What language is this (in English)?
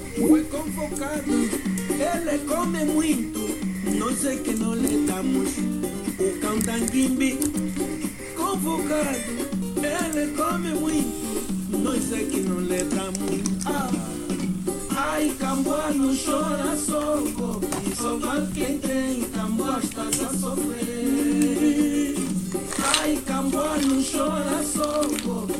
Portuguese